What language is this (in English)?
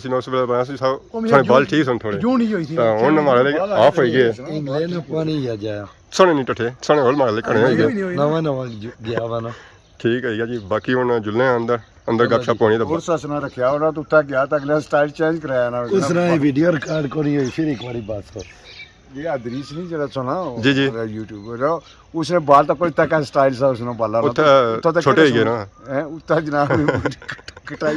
Pahari-Potwari